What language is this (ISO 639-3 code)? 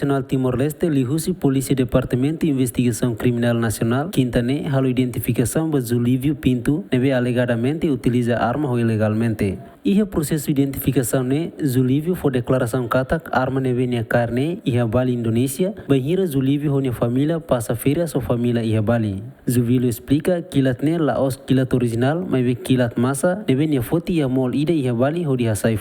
tet